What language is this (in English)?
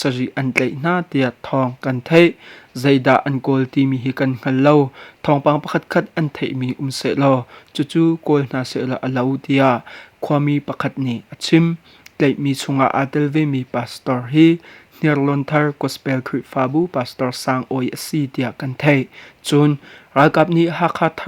Hakha Chin